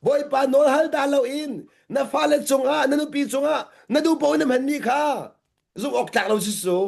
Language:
Hakha Chin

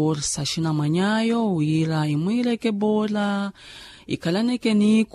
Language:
Makhuwa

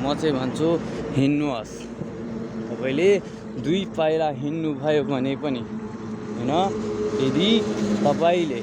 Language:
Nepali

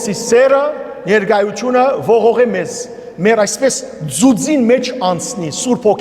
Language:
Western Armenian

